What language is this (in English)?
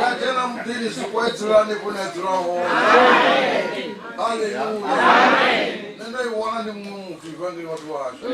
Venda